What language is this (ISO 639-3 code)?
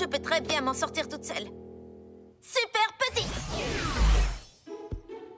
fra